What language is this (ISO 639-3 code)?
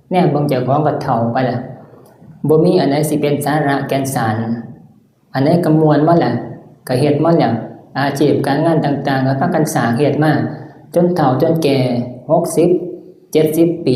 tts